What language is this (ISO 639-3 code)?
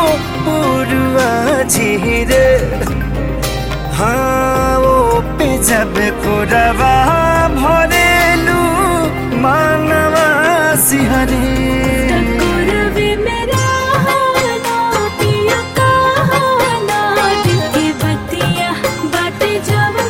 bho